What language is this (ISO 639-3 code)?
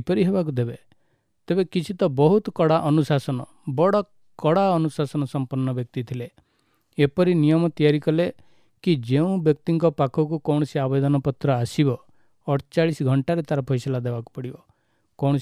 ori